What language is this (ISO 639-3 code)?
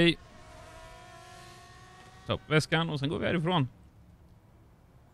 swe